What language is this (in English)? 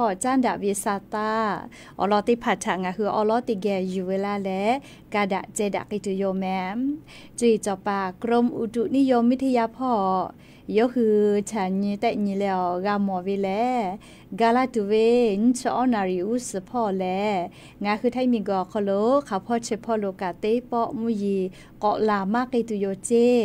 Lahu